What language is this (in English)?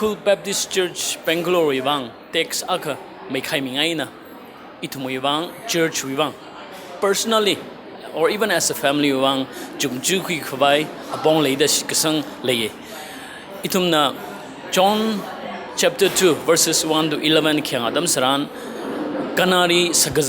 Tangkhul Naga (India)